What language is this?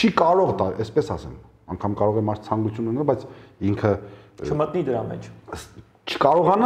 Armenian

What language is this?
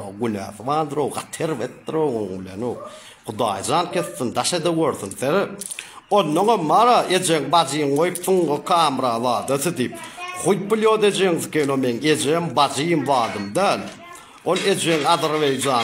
Turkmen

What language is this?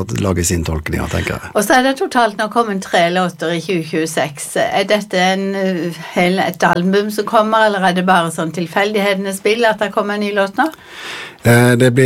Norwegian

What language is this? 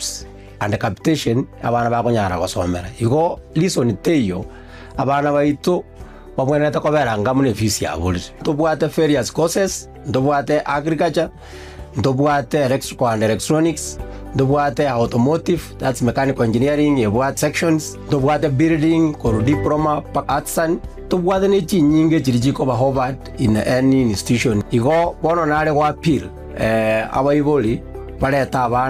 Gusii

